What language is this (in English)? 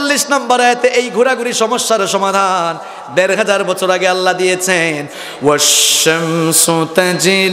Bangla